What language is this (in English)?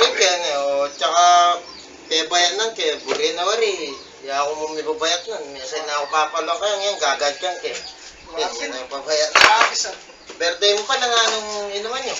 Pampanga